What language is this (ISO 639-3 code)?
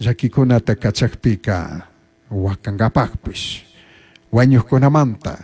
qug